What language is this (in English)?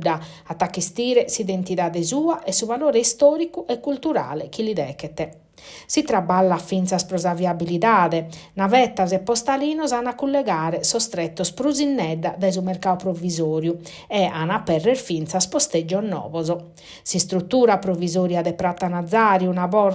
Sardinian